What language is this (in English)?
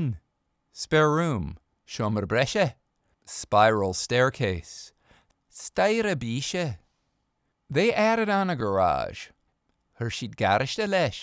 Irish